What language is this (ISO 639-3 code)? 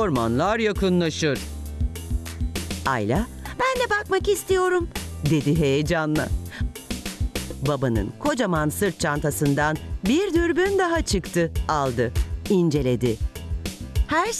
tur